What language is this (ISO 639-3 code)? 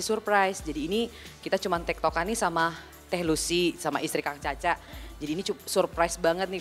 ind